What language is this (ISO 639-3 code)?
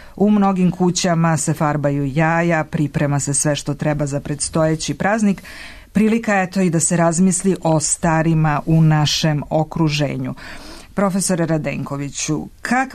srp